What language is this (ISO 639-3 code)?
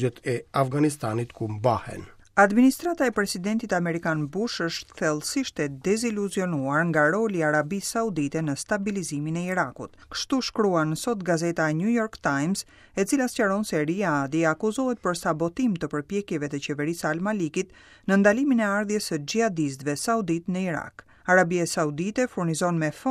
sqi